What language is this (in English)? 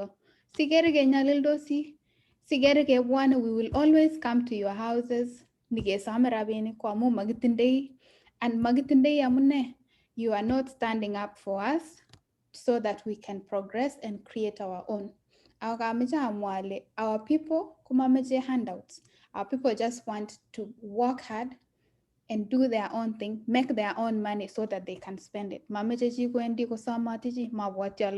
Kalenjin